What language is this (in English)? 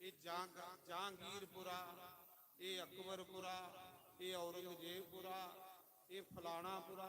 Dogri